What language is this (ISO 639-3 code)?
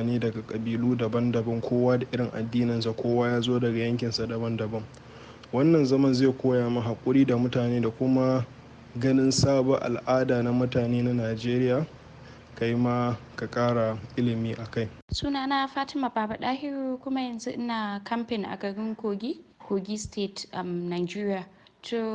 hau